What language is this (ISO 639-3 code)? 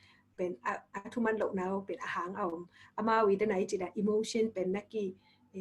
ctd